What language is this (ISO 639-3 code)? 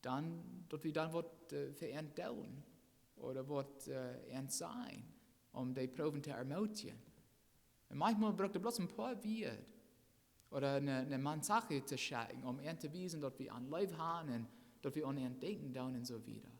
pdt